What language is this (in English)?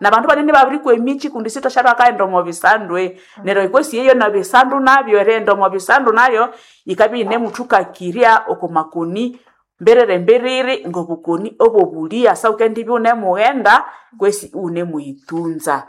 Nande